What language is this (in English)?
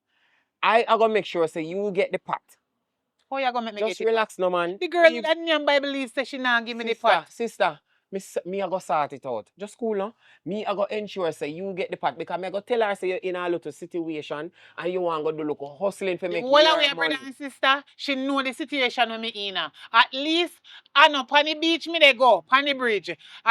Jamaican Creole English